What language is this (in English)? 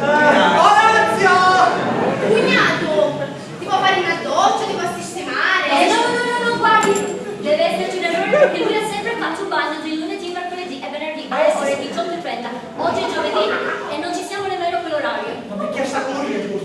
Sicilian